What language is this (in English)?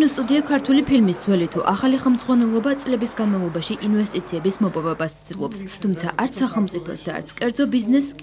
Georgian